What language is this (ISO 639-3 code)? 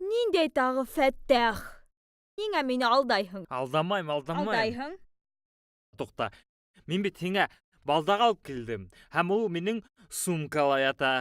bak